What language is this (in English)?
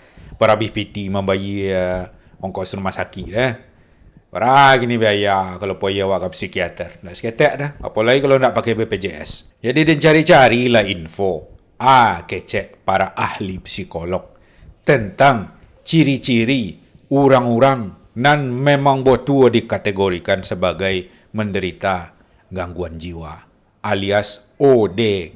Minangkabau